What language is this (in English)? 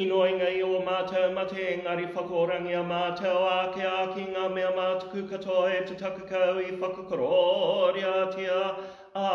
Māori